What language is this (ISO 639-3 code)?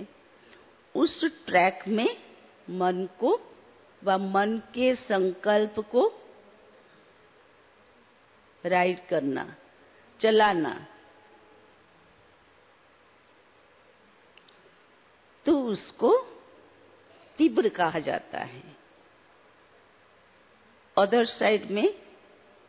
hin